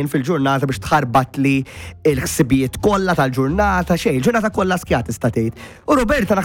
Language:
Maltese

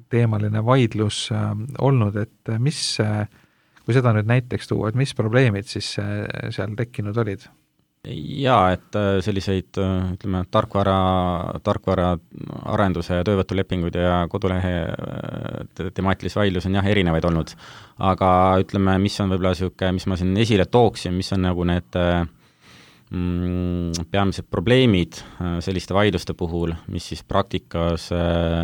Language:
Estonian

